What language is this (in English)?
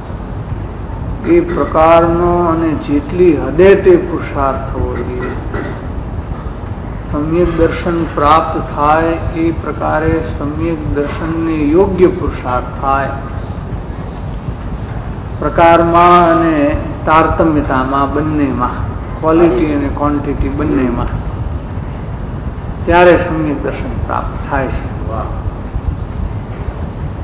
Gujarati